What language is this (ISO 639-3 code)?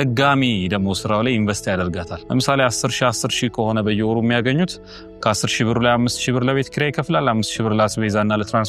amh